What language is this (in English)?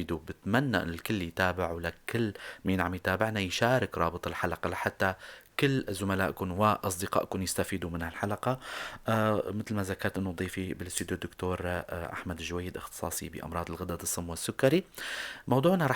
North Levantine Arabic